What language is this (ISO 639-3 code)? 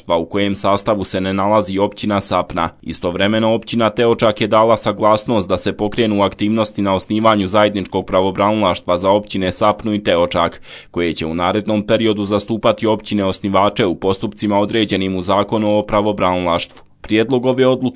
bos